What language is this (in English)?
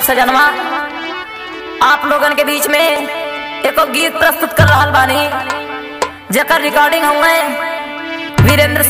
Bhojpuri